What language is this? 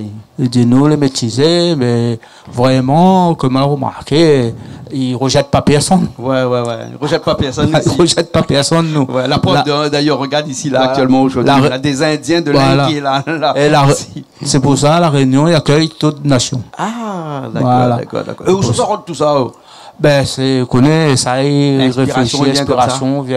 Réunion Creole French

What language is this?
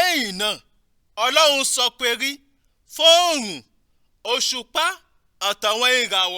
Yoruba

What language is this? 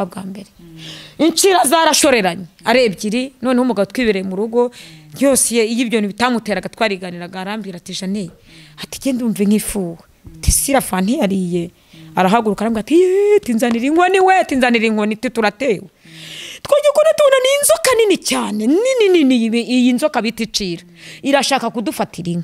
Kinyarwanda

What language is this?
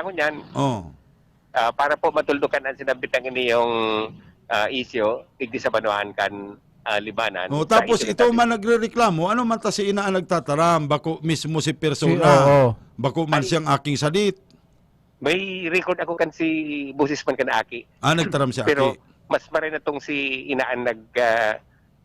Bikol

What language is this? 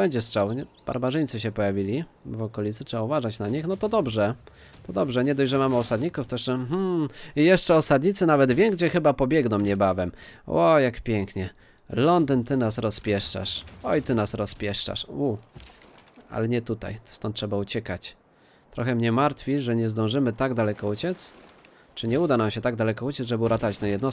Polish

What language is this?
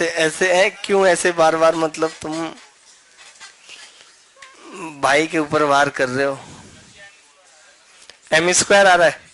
Hindi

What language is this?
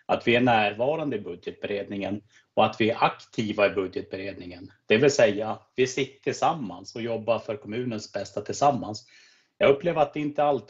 Swedish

